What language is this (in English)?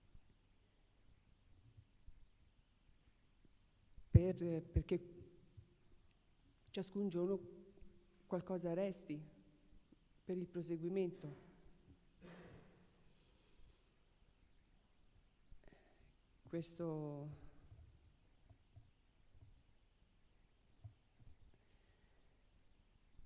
Italian